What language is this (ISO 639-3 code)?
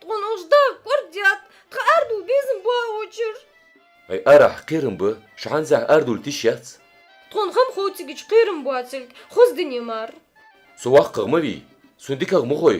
inh